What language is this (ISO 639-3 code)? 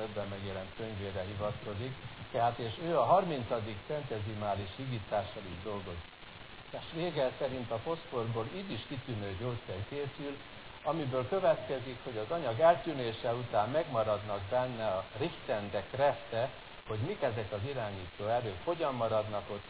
hun